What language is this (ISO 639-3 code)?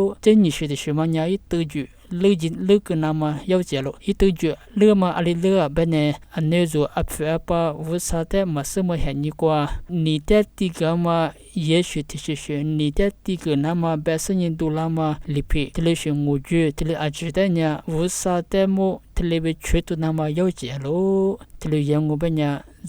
lis